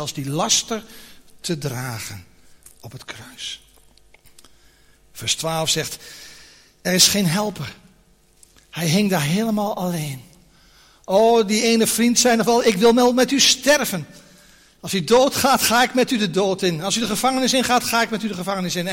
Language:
Dutch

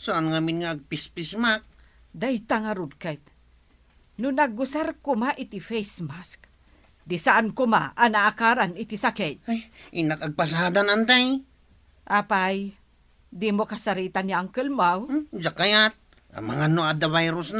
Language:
Iloko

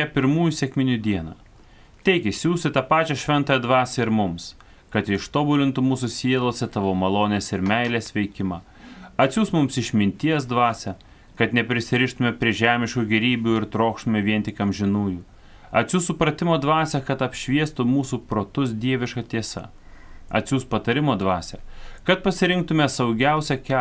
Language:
Lithuanian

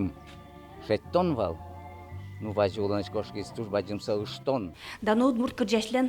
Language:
Udmurt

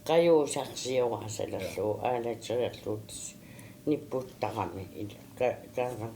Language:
Kalaallisut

